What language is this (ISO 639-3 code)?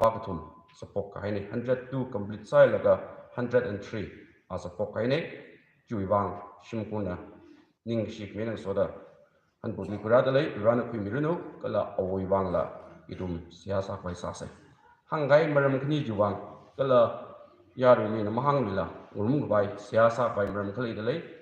nmf